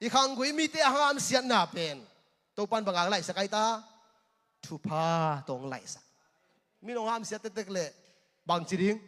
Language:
Tedim Chin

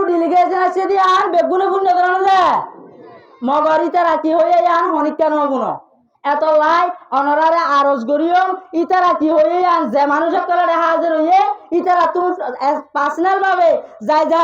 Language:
Rohingya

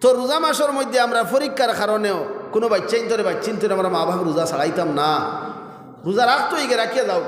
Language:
Sylheti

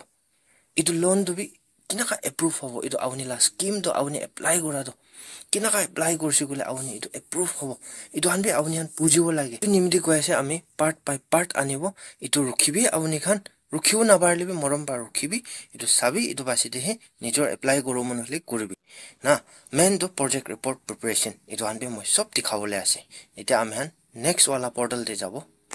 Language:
Naga Pidgin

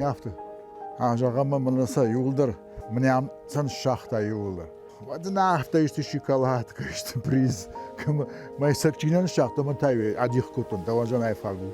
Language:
Ossetic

